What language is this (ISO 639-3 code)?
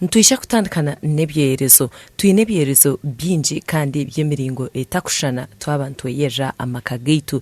nyn